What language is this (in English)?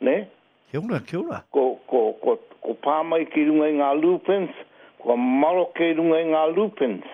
Māori